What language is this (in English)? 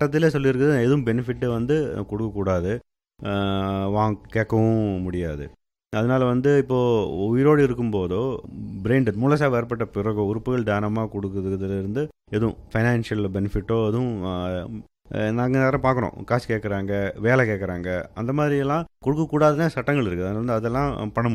Tamil